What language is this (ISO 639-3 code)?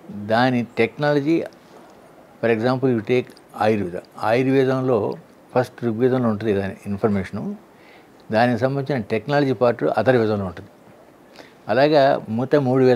tel